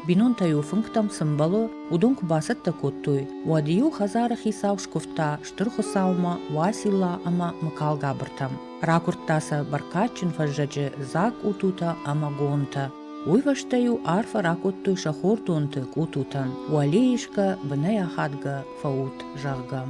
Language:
Ossetic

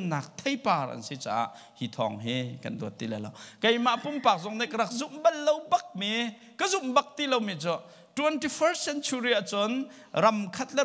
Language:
Hakha Chin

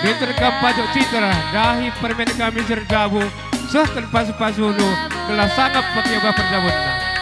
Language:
Batak Karo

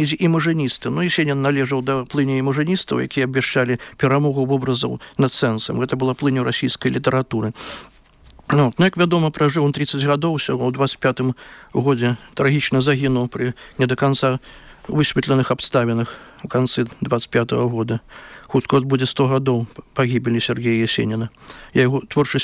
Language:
Belarusian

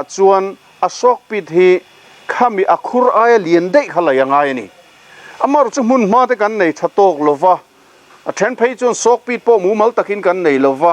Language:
Mizo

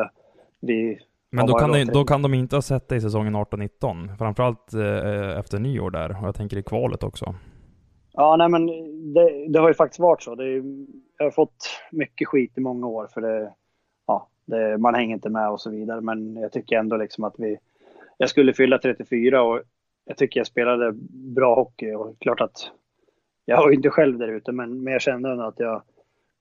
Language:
Swedish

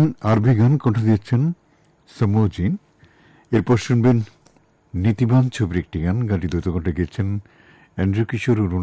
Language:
Bangla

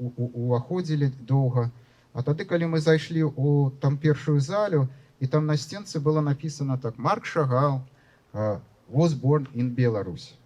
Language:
Belarusian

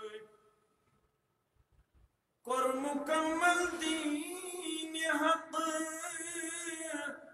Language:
Urdu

